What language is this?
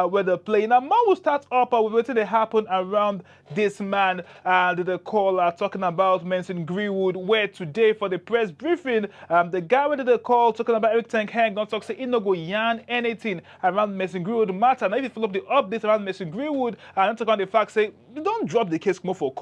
Nigerian Pidgin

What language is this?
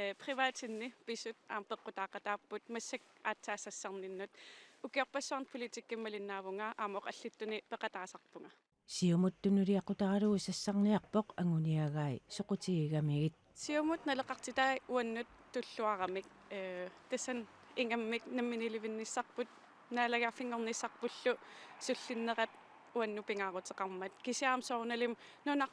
Kalaallisut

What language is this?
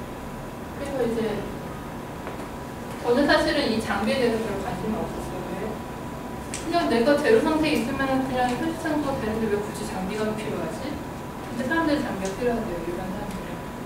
Korean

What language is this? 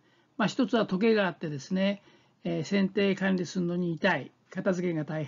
Japanese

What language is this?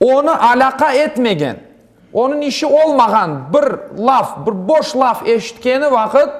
Crimean Tatar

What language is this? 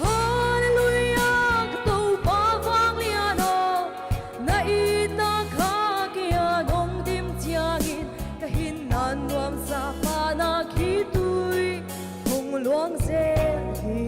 Paite Chin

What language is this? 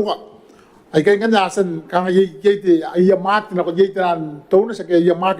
Gilbertese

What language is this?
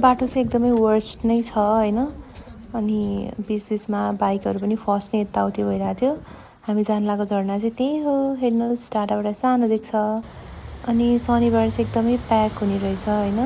Nepali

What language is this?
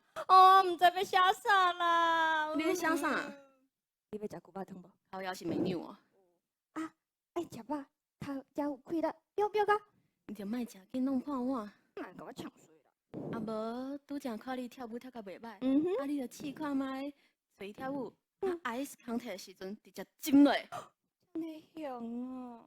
Min Nan Chinese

